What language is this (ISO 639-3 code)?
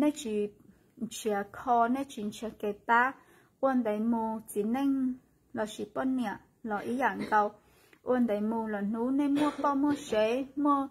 hmn